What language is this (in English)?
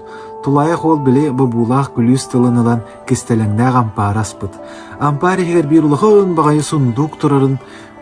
Yakut